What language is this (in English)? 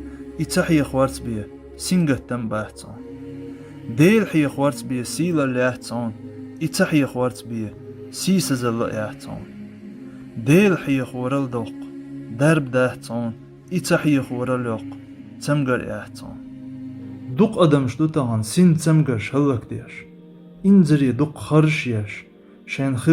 Chechen